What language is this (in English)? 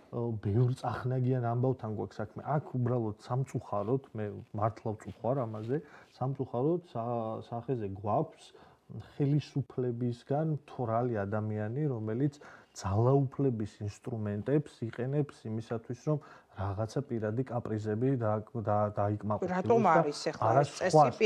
Georgian